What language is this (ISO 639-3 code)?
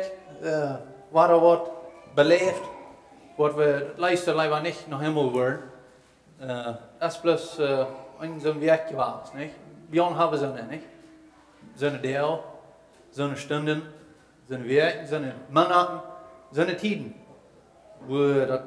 pdt